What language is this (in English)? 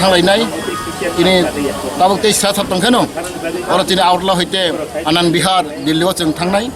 Kok Borok